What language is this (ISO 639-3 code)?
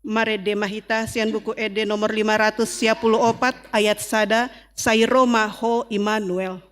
bbc